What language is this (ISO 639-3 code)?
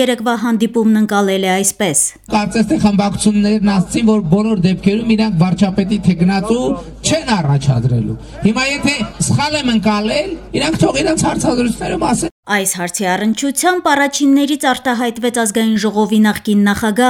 hye